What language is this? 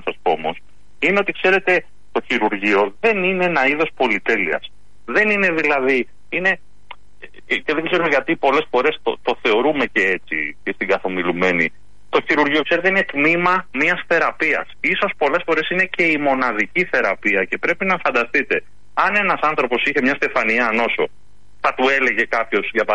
Greek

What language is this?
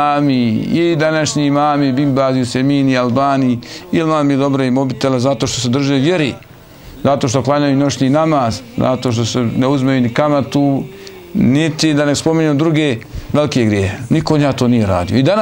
Bosnian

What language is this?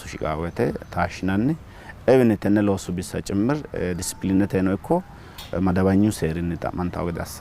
Sidamo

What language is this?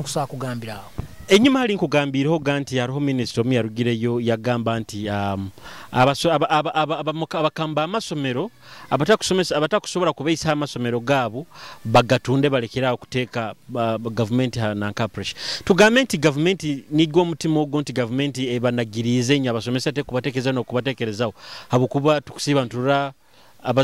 Nyoro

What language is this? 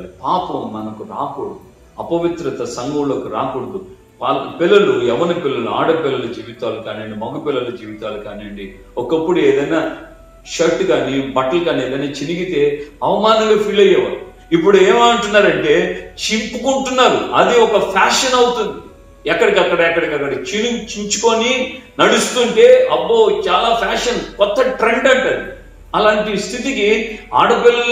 Telugu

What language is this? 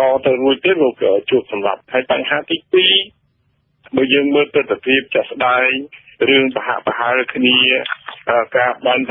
Khmer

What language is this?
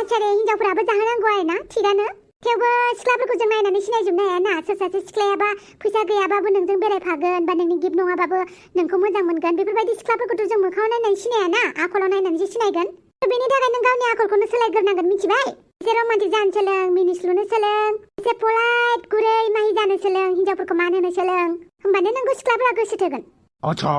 Bodo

